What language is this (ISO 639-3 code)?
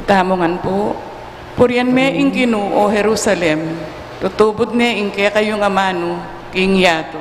pam